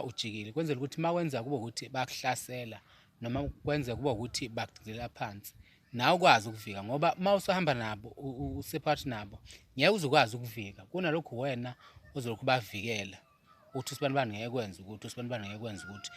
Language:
Zulu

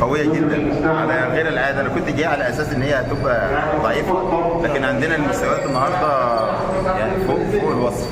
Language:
Egyptian Arabic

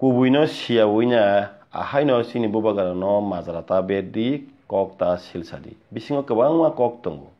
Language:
Kok Borok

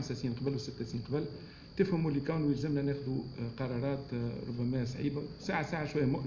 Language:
Tunisian Arabic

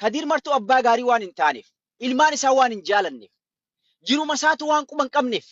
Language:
Oromo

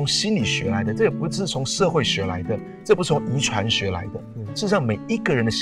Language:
Chinese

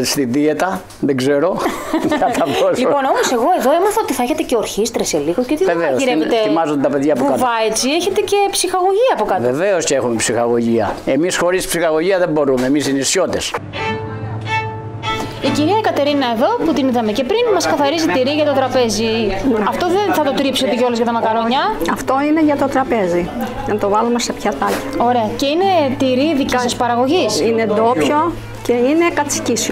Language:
Greek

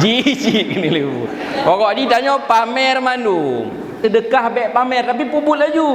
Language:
Achinese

